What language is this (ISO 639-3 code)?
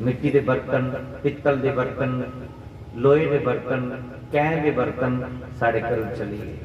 doi